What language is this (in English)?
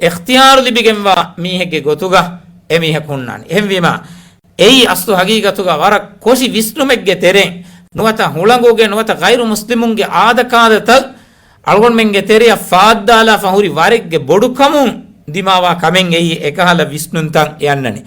Divehi